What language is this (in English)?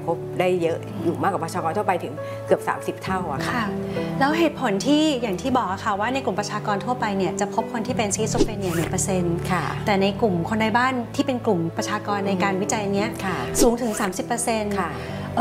Thai